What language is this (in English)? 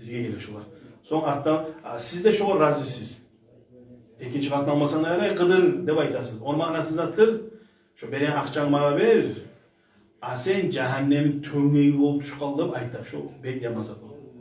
Kumyk